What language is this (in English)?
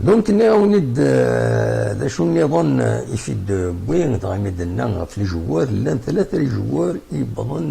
Kabyle